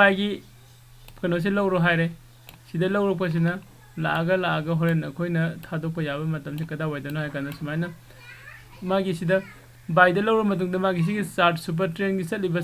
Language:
Manipuri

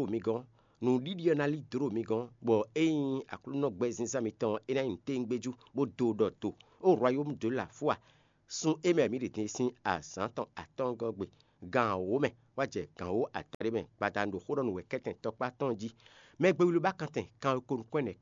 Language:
Fon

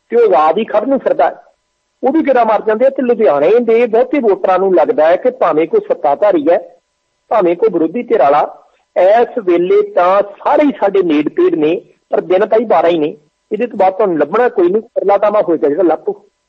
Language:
Punjabi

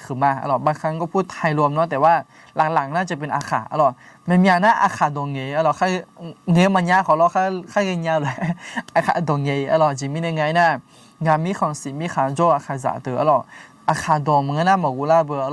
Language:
Akha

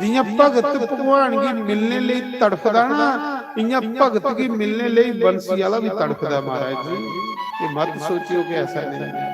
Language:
Dogri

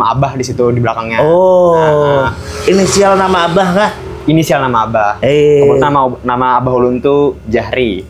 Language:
Banjar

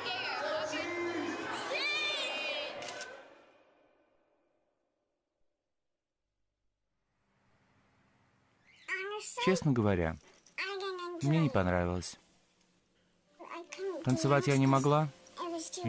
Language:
Russian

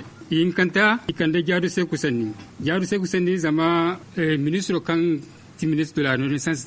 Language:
Zarma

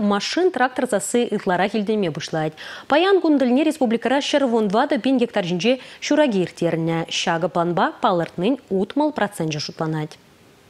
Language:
Chuvash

